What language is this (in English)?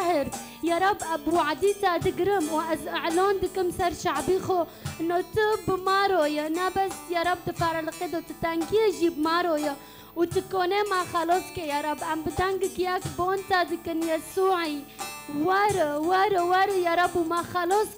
Kurdish